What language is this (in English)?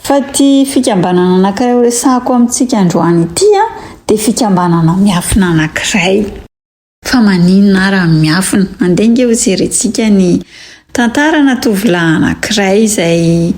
Malagasy